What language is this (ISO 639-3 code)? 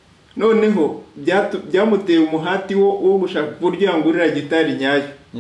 kin